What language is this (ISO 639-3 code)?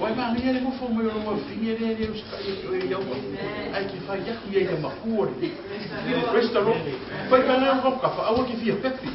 smo